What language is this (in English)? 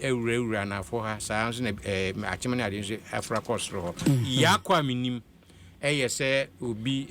Akan